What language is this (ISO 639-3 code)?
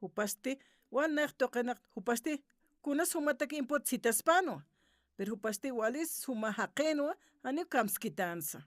aym